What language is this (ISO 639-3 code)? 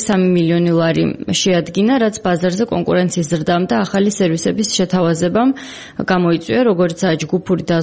kat